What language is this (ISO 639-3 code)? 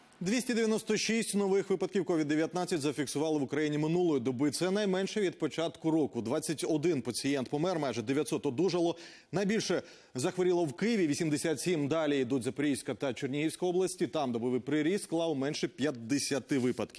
ukr